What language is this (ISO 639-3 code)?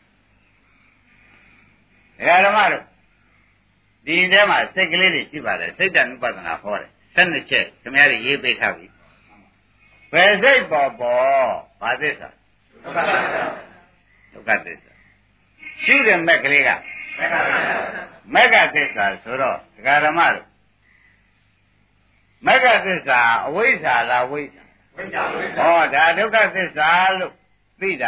mya